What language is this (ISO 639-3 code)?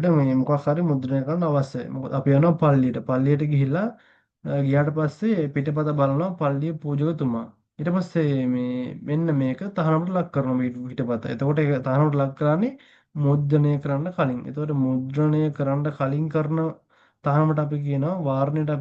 sin